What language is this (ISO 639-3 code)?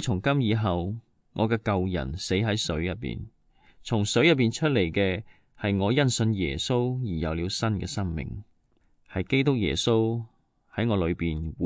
yue